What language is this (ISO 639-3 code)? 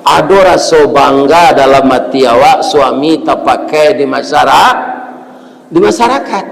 min